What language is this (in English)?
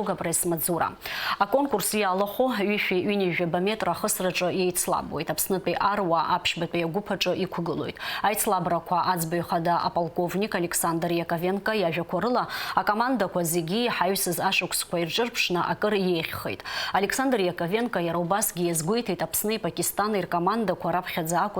Abkhazian